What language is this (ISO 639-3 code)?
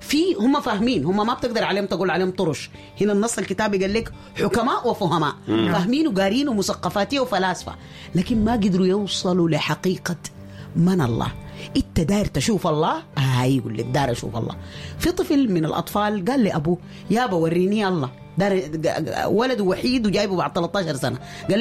apd